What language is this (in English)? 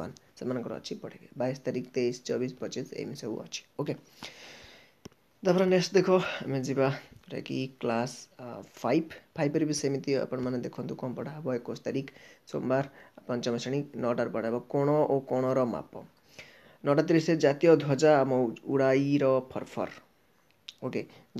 Odia